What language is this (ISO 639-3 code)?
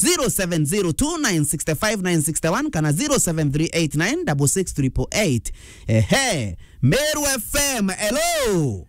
mer